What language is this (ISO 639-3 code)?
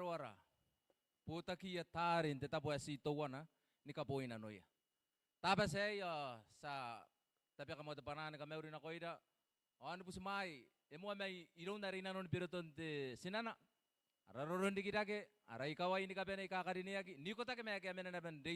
gil